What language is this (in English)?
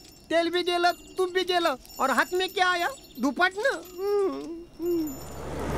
Marathi